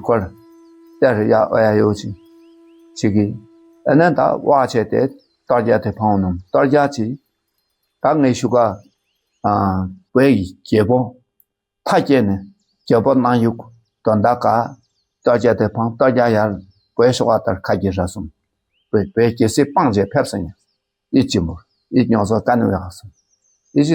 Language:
Dakpakha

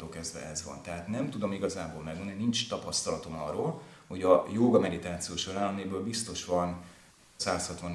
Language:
Hungarian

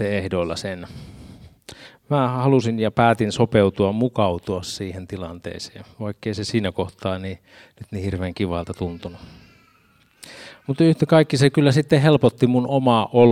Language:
Finnish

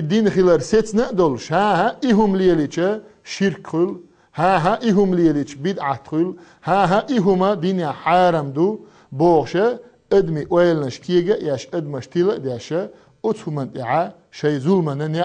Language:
Chechen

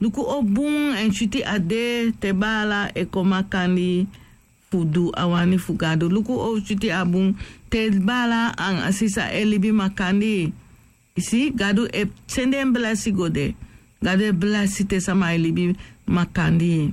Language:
Sranan Tongo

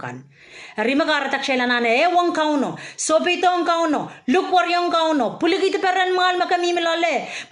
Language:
Pohnpeian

